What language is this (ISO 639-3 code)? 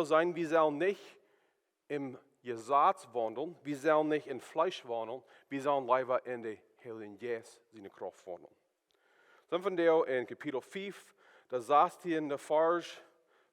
pdt